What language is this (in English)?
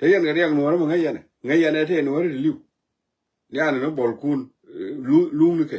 Nuer